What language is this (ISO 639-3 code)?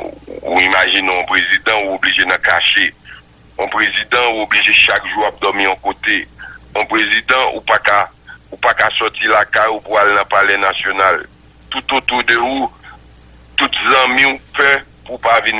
hat